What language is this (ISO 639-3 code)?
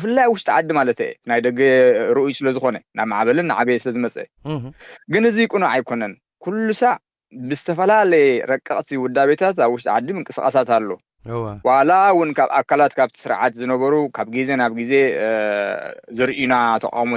tir